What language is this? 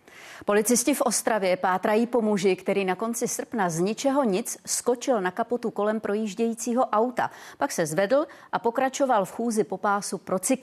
Czech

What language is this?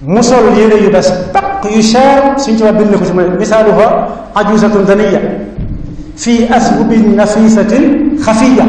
Wolof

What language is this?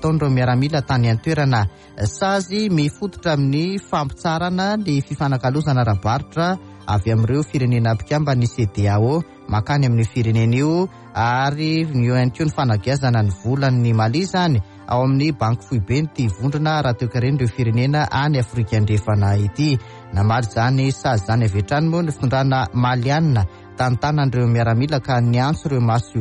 Malagasy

